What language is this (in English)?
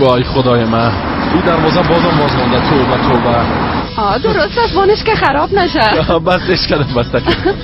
Persian